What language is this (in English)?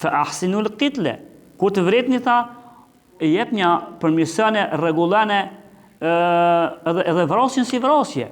Albanian